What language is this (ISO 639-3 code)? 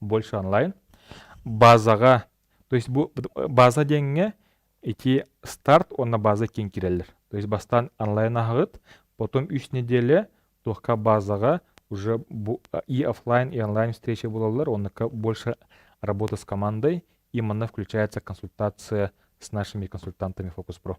sah